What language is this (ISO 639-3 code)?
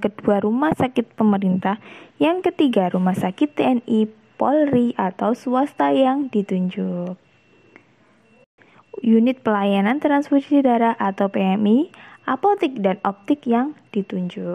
ind